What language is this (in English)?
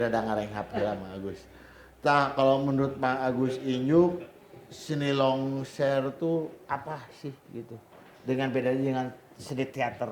Sundanese